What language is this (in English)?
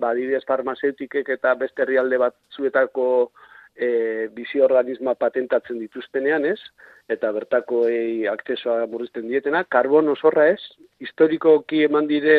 Basque